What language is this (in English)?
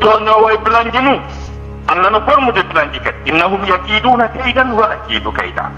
Fula